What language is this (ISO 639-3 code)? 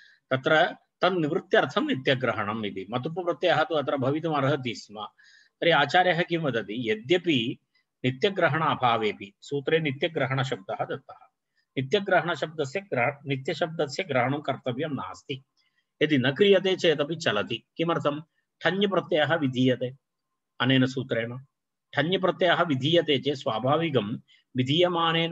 san